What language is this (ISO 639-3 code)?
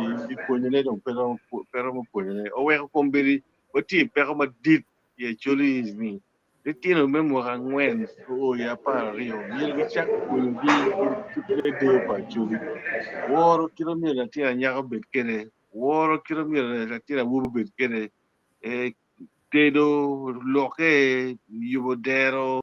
ach